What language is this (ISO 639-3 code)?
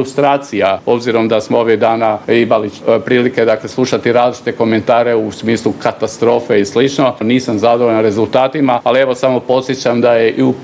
hrv